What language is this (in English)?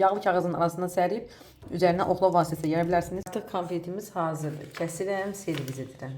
Azerbaijani